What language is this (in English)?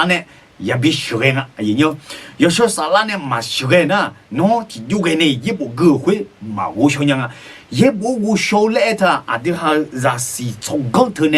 Akha